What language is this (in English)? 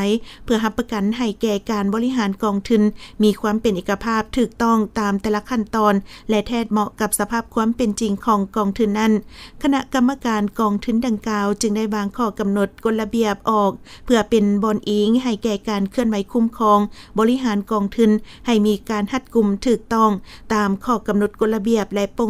Lao